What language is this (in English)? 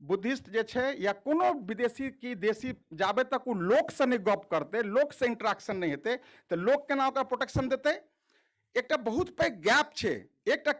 Maithili